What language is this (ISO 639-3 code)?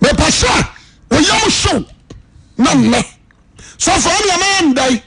aka